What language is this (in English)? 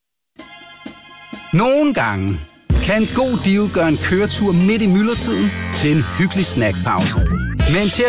Danish